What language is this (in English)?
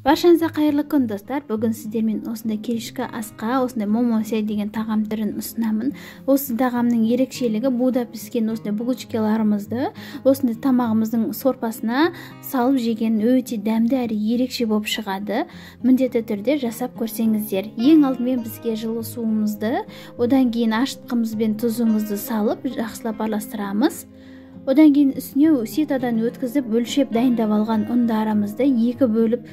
Kazakh